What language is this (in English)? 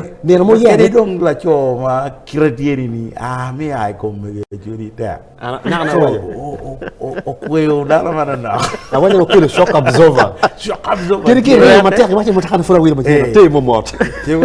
Acoli